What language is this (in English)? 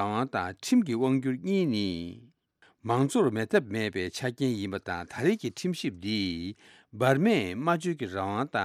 Tibetan